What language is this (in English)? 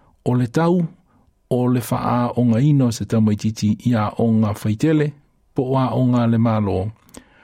Samoan